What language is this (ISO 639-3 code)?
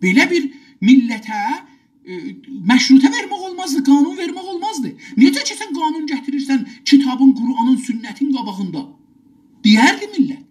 azb